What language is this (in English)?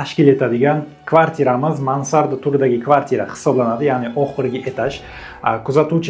Uzbek